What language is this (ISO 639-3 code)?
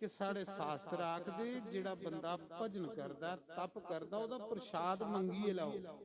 doi